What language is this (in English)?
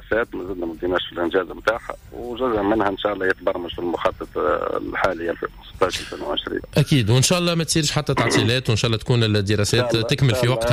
Tunisian Arabic